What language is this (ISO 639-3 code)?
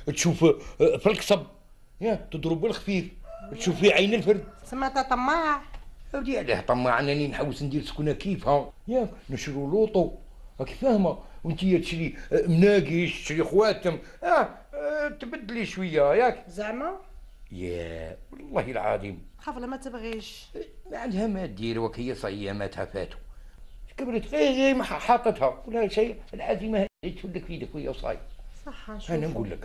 arq